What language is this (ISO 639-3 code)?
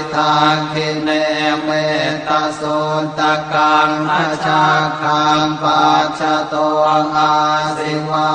pli